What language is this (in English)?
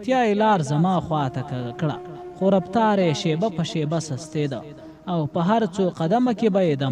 Pashto